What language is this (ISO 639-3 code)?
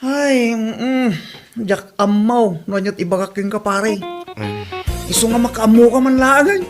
ilo